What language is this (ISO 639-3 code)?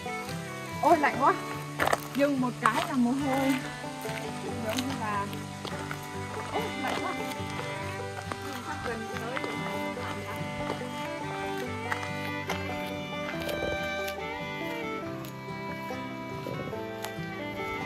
vie